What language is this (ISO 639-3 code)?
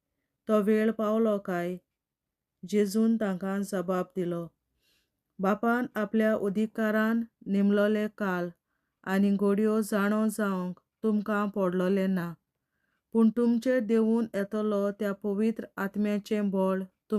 kok